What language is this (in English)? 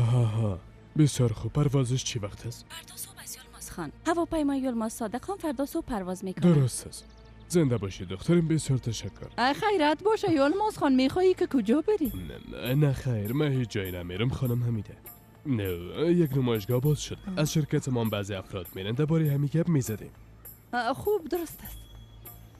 Persian